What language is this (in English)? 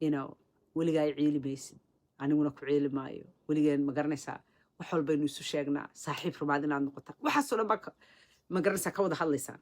Somali